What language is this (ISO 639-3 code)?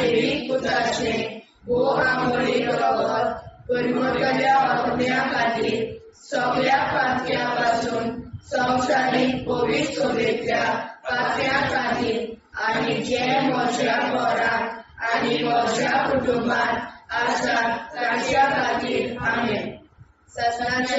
kok